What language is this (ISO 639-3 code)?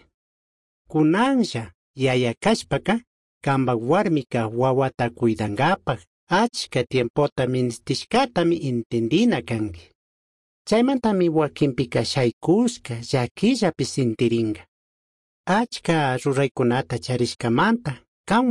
qug